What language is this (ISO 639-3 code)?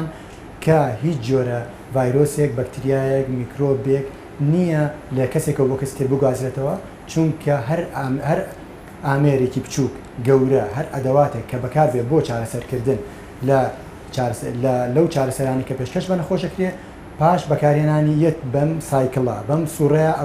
ckb